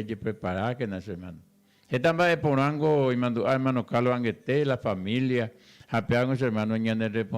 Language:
Guarani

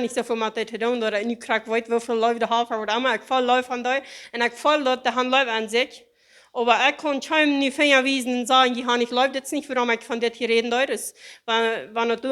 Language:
Plautdietsch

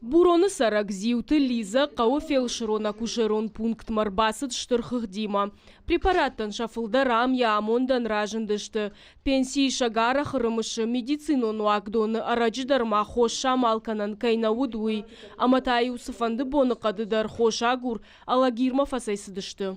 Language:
Ossetic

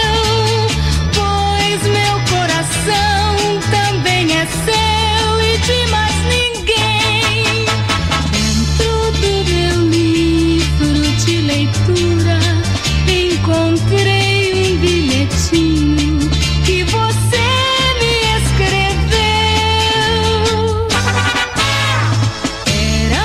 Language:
Portuguese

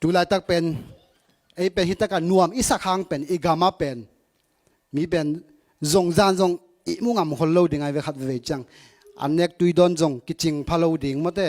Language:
Tedim Chin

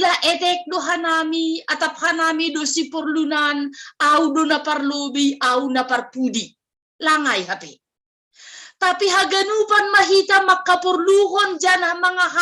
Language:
Batak Simalungun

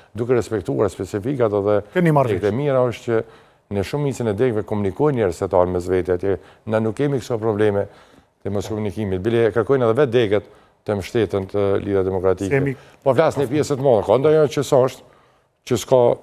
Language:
Albanian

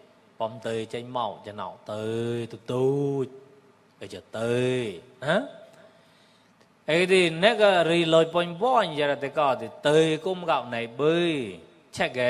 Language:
Mon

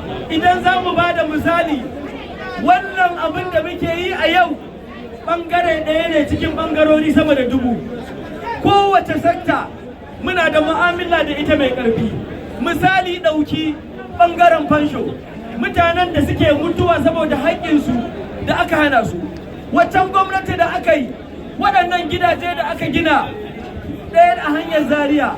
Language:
Hausa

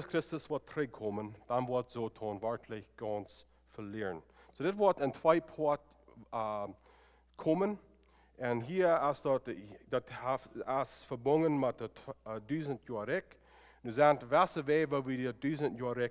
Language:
Plautdietsch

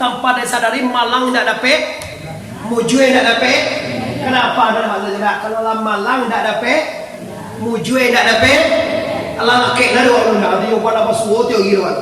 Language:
Minangkabau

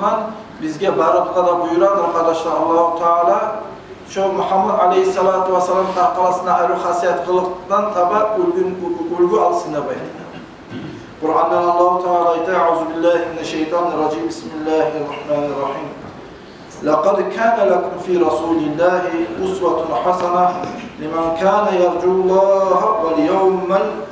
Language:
Kumyk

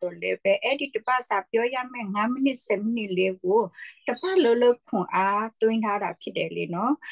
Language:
Burmese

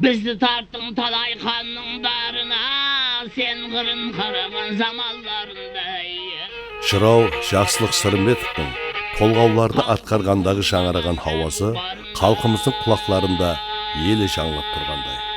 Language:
Kara-Kalpak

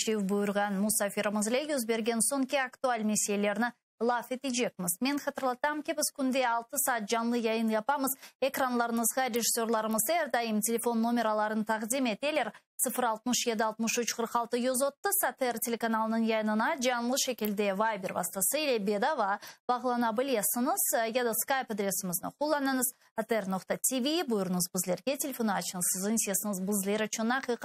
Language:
Crimean Tatar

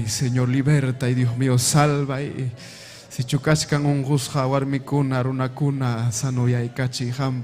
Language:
Ayacucho Quechua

